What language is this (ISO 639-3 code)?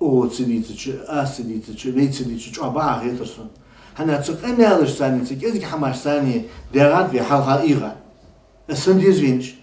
inh